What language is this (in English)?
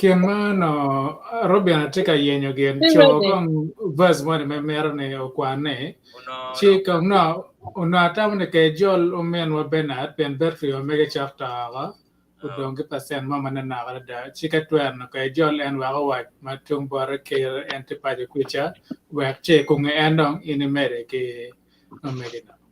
Acoli